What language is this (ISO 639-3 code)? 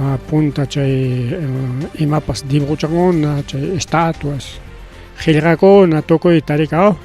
quy